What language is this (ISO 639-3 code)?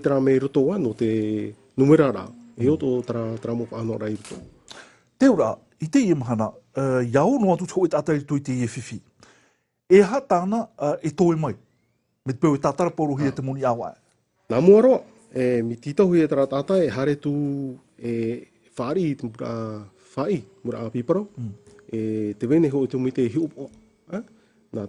tah